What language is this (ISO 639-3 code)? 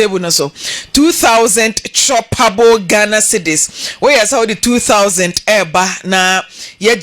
aka